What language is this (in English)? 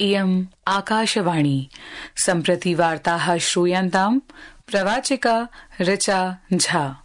Sanskrit